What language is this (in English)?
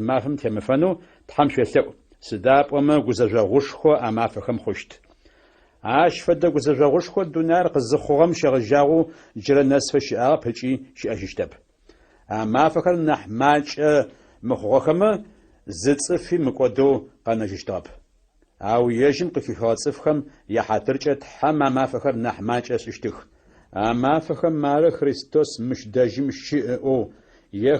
Adyghe